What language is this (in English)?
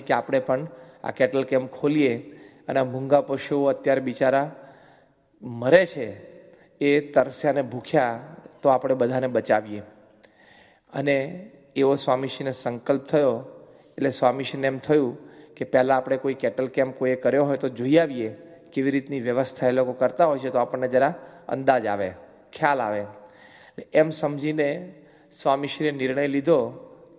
Gujarati